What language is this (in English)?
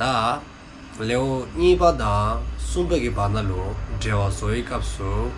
Dzongkha